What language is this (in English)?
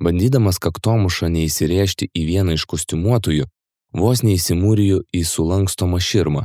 Lithuanian